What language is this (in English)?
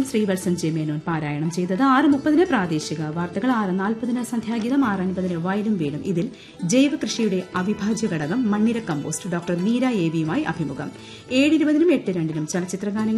Malayalam